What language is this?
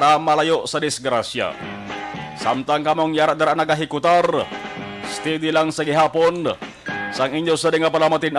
Hiligaynon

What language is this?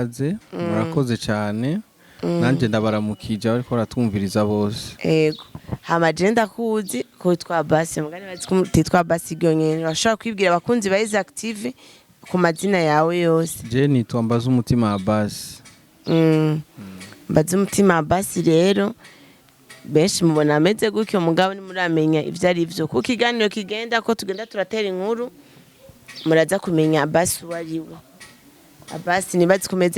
Rundi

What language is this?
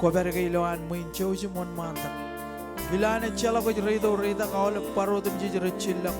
Marshallese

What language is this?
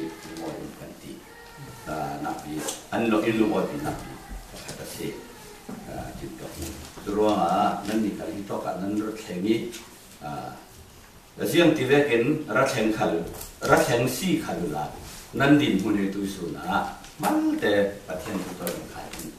Falam Chin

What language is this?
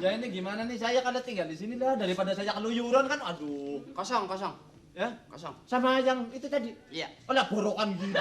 Betawi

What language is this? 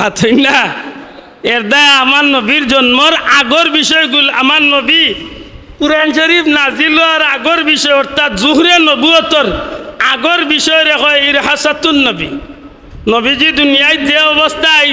Sylheti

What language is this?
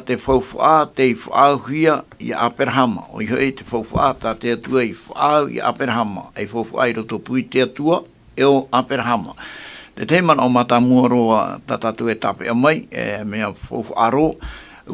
Tahitian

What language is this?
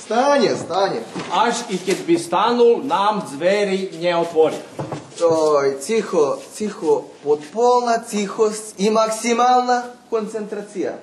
Rusyn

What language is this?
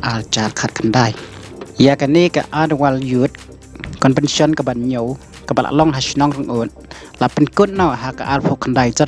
Khasi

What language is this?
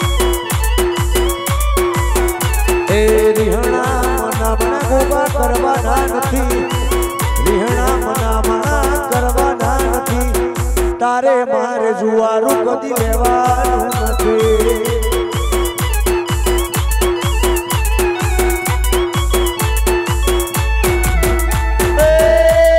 Gujarati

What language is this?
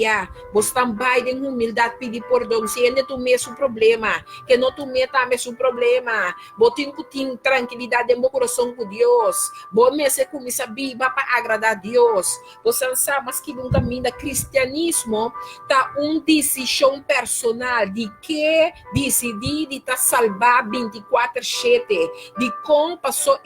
Papiamento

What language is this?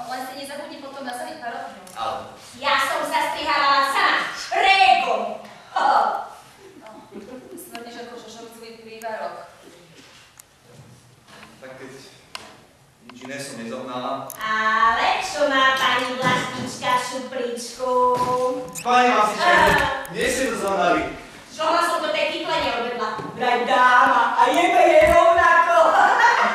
Slovak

